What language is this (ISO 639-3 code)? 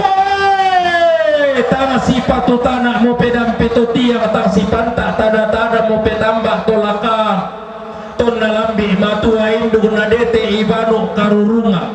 sda